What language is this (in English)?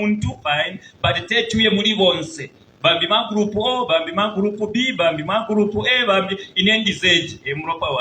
Bemba